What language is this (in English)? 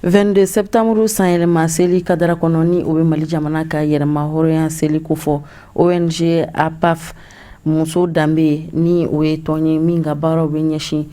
Bambara